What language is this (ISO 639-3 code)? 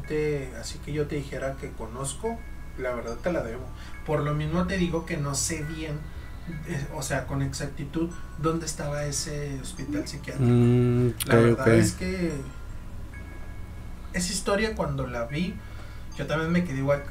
spa